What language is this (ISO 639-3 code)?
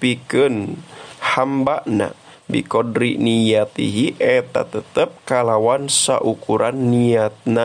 sun